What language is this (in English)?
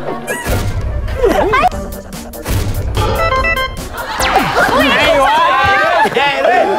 Vietnamese